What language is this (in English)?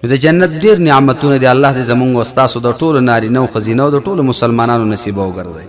Pashto